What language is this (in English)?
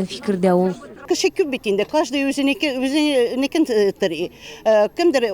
Tatar